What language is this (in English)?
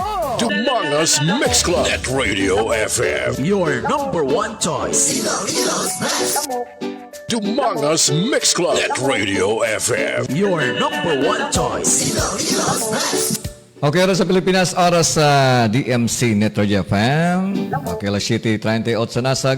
Hiligaynon